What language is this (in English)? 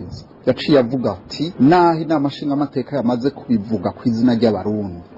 Rundi